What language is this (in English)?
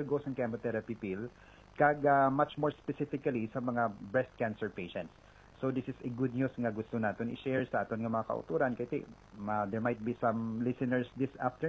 Hiligaynon